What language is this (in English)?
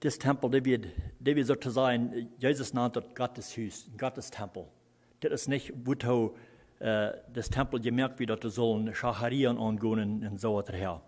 Plautdietsch